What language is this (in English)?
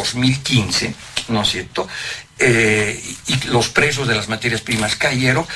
Spanish